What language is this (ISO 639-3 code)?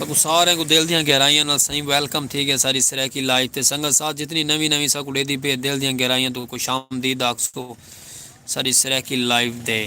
skr